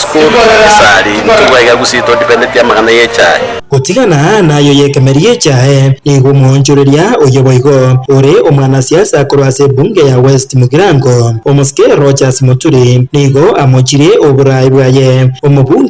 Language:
Gusii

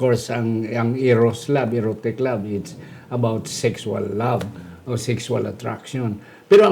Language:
Hiligaynon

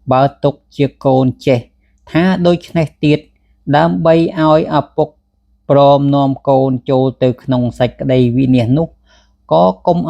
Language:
Khmer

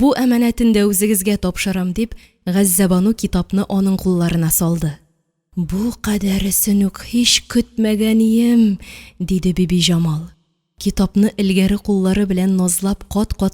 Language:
Tatar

